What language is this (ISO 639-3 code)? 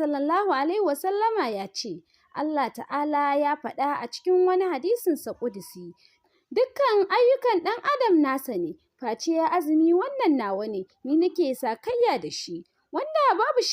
hau